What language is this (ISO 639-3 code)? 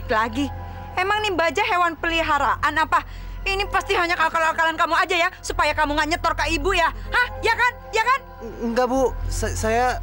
ind